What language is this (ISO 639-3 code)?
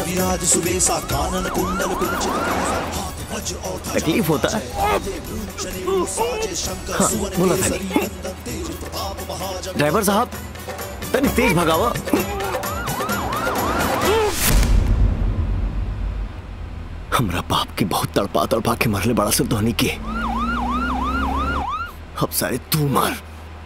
bho